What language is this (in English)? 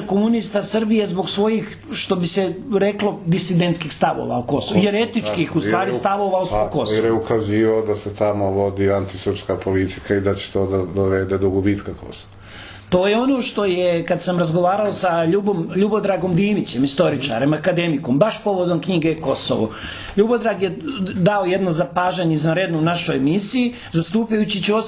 Serbian